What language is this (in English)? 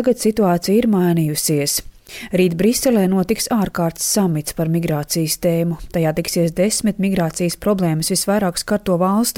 Latvian